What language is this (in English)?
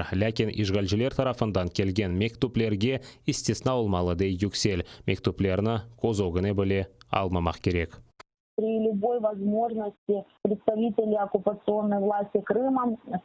Crimean Tatar